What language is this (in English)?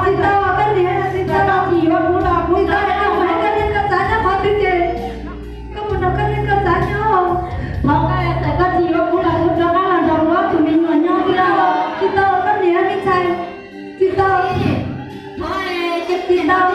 Hmong